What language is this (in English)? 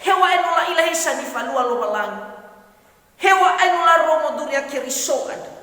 Nias